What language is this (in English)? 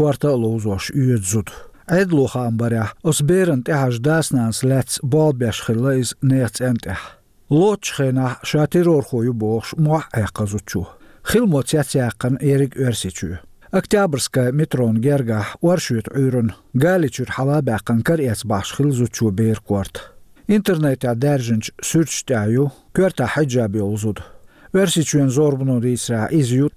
Chechen